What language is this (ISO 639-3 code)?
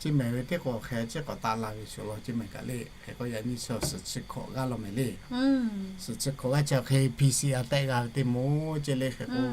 lhu